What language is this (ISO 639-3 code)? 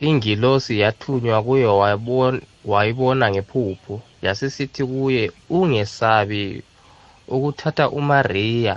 nbl